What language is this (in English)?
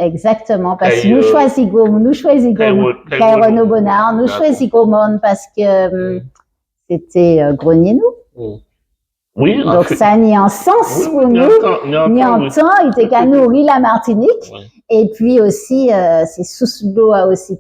Guadeloupean Creole French